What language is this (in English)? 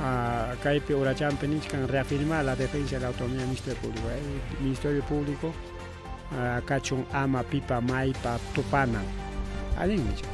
Ayacucho Quechua